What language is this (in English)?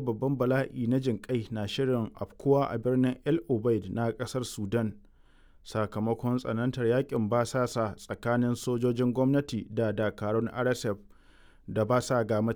Hausa